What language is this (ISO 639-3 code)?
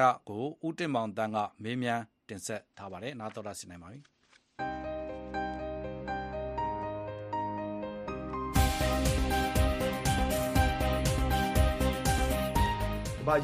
mya